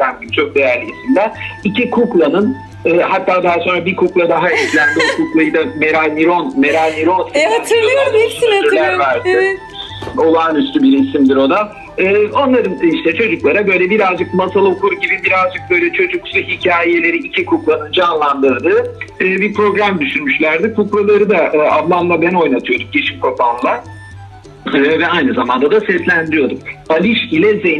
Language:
Turkish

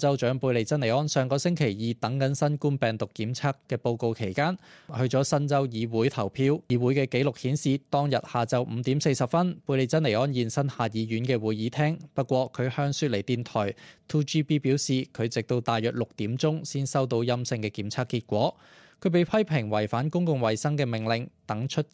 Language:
Cantonese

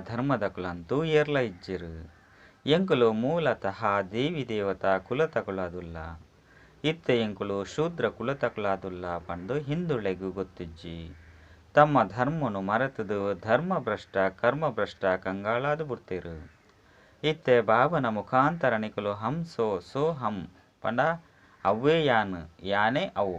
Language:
Tulu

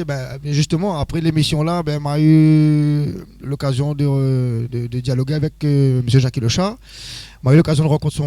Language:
Réunion Creole French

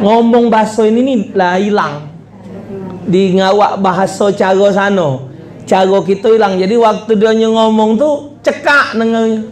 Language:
Musi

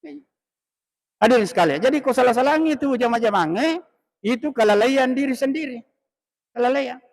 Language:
Buginese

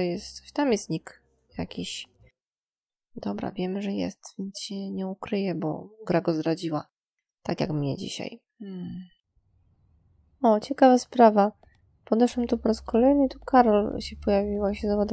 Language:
Polish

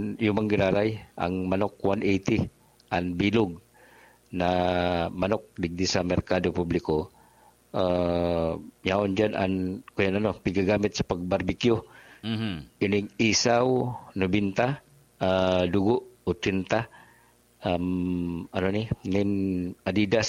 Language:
Bikol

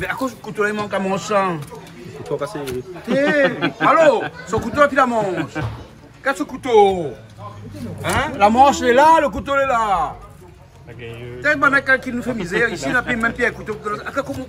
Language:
Réunion Creole French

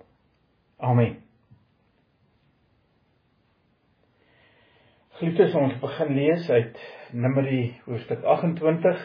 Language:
Afrikaans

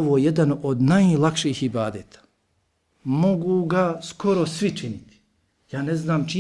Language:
Bosnian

